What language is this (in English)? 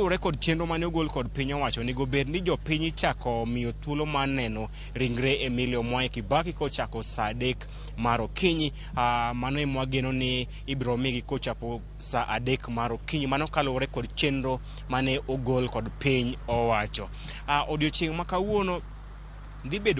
Luo (Kenya and Tanzania)